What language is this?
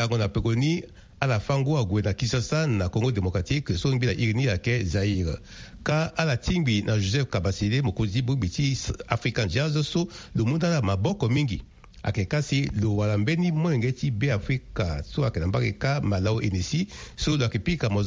Sango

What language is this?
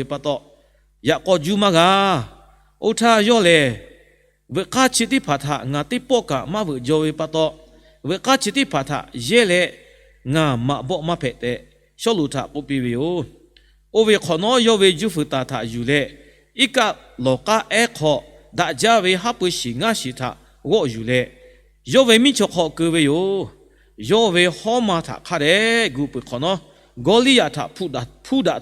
Lahu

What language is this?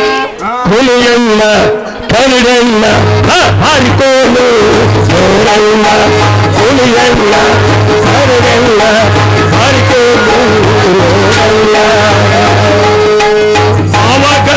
Kannada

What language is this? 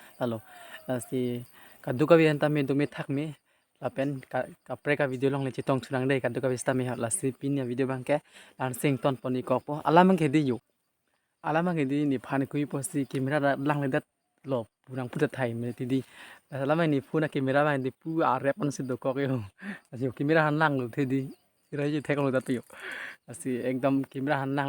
Karbi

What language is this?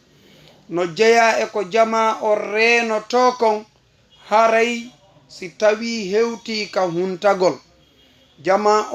Fula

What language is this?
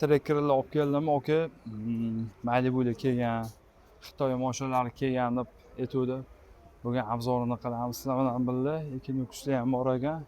Uzbek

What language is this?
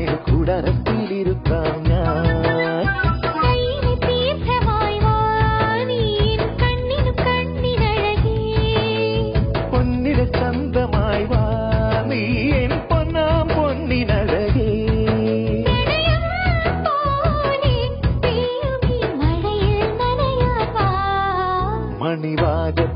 Malayalam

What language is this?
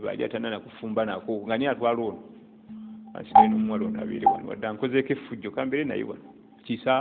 Ganda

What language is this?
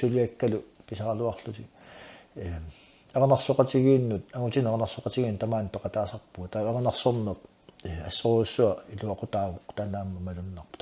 Kalaallisut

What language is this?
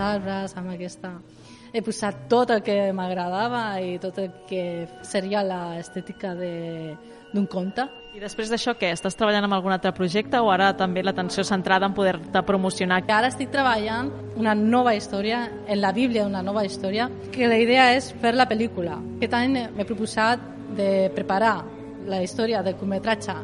Catalan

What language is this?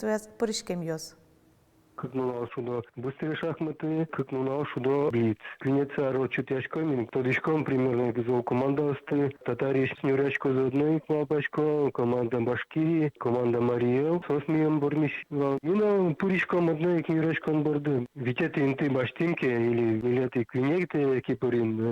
Udmurt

